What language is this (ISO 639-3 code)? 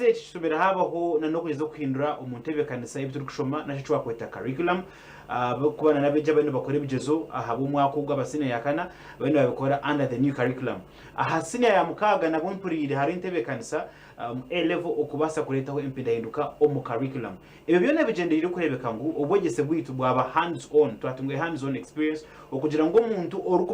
nyn